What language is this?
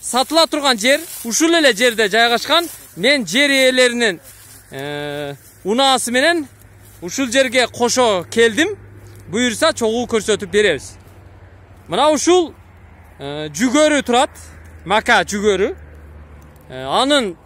Kyrgyz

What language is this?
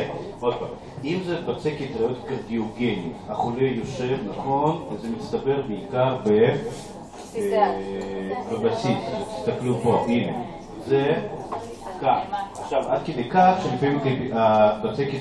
Hebrew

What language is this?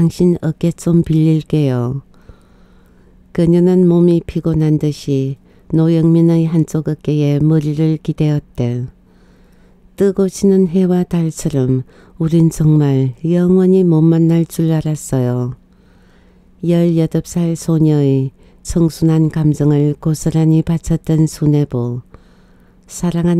Korean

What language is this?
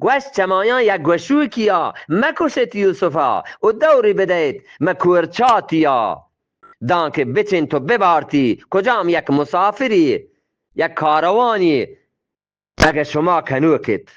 Eastern Balochi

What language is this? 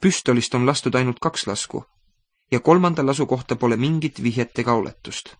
Estonian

